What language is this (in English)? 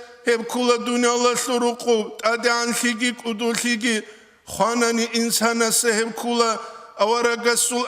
Avaric